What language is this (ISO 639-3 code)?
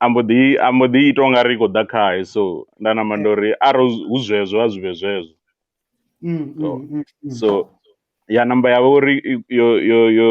ven